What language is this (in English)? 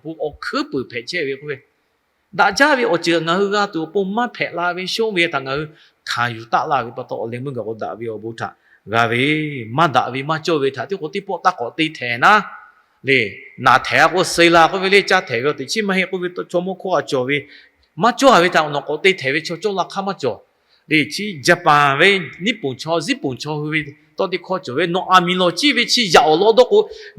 Lahu